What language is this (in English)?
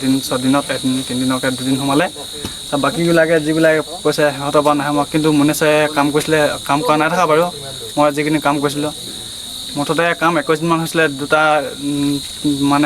Assamese